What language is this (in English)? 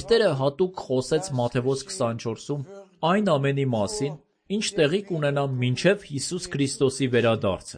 Armenian